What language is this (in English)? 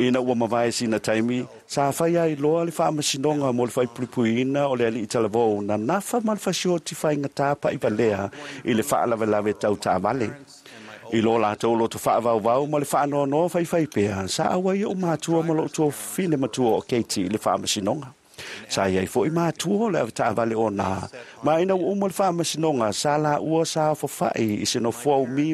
Samoan